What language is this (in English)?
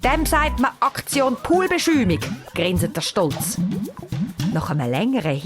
Swiss German